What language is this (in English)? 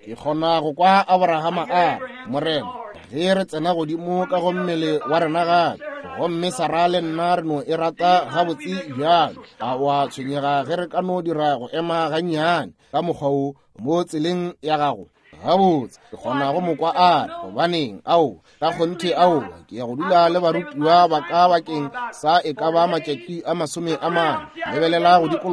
Northern Sotho